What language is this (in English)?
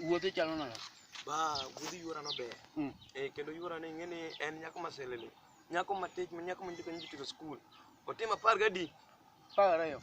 Luo (Kenya and Tanzania)